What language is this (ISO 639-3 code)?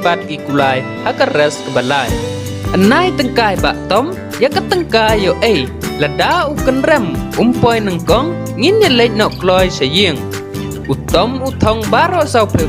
kha